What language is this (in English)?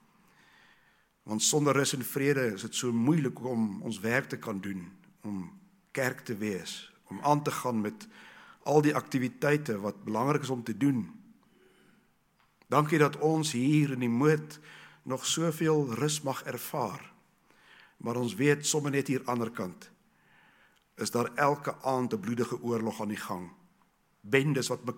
Afrikaans